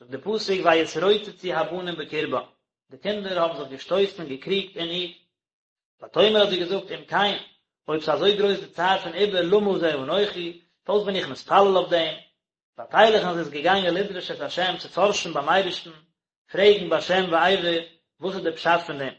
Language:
Yiddish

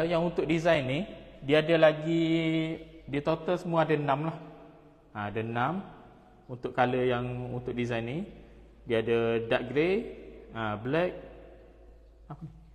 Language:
Malay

